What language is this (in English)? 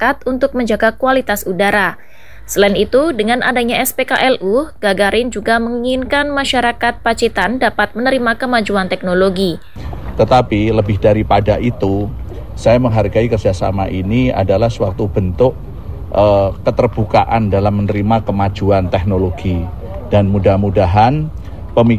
Indonesian